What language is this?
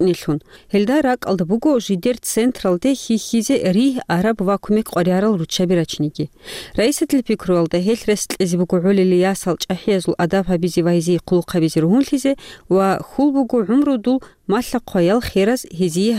Avaric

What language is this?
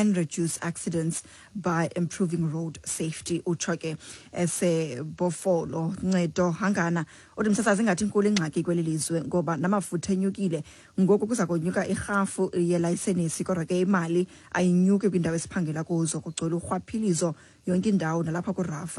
Xhosa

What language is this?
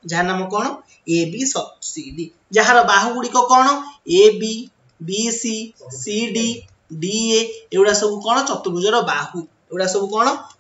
Odia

